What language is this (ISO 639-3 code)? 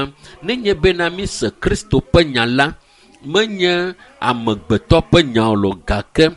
ewe